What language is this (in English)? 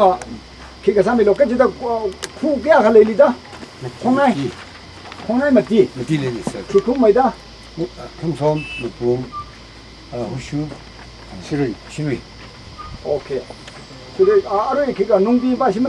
Tangkhul Naga (India)